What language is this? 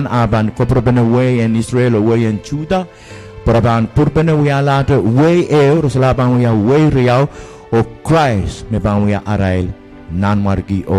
Pohnpeian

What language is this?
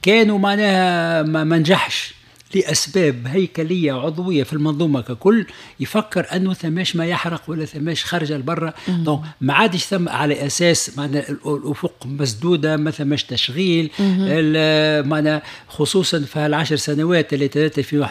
Tunisian Arabic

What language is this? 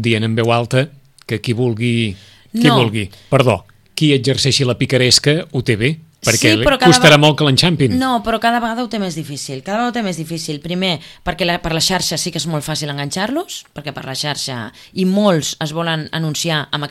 Catalan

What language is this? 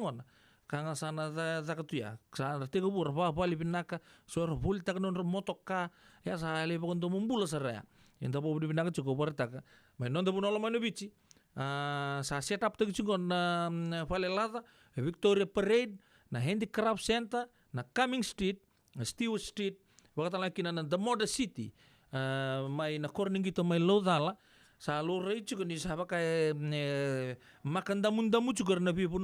Fijian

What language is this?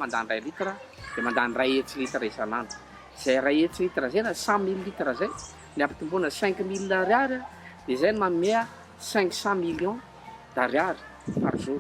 Malagasy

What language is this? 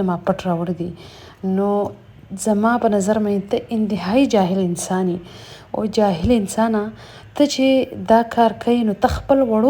Pashto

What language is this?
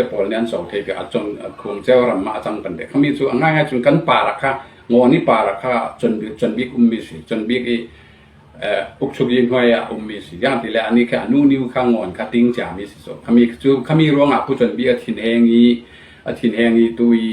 Falam Chin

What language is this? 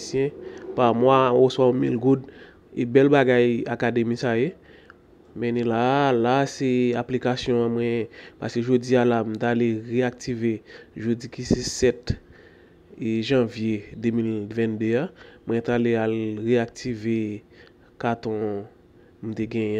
Haitian Creole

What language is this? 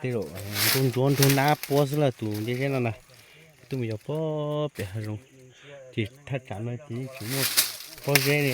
Hmong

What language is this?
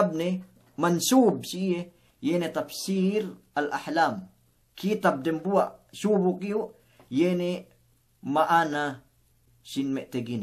Yakan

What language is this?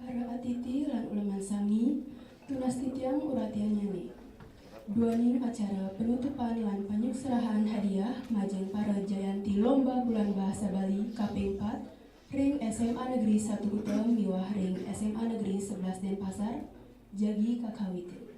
Balinese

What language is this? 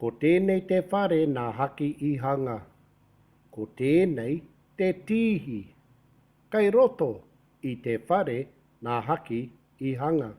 Māori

